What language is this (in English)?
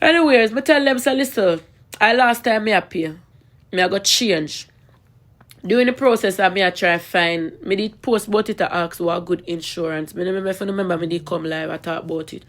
Jamaican Creole English